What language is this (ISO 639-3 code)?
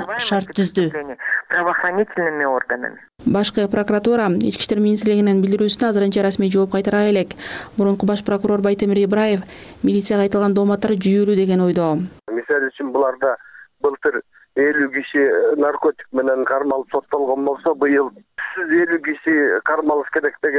kir